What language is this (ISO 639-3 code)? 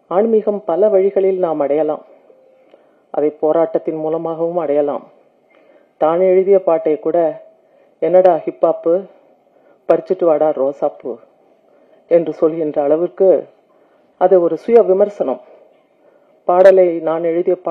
tam